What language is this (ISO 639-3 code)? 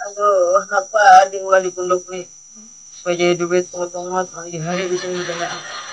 bjn